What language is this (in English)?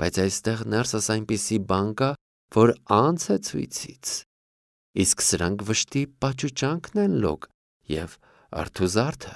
Armenian